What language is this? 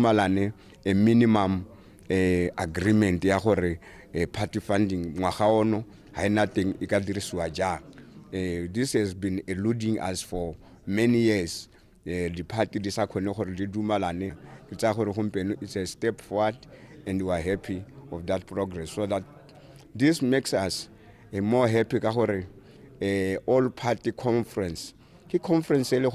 Tswana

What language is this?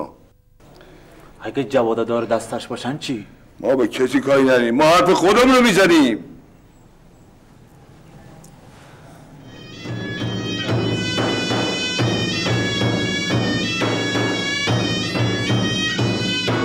Persian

